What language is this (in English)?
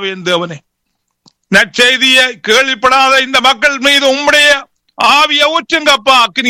Tamil